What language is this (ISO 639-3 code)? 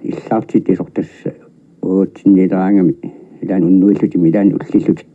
kal